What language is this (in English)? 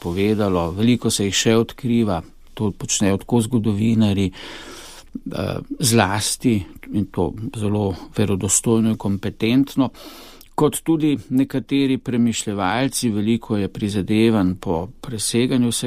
Slovenian